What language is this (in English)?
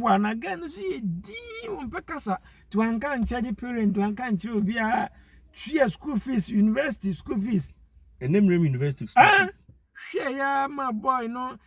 Akan